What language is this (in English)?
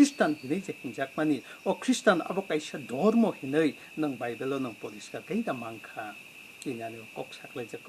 Kok Borok